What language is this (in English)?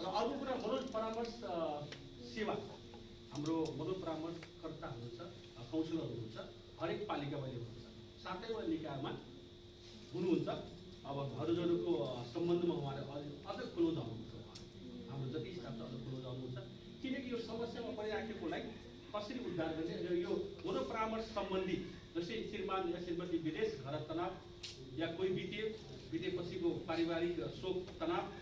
Nepali